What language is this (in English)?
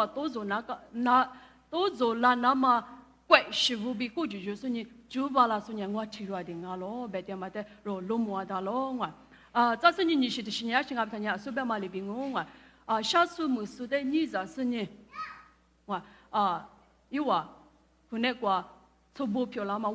Lisu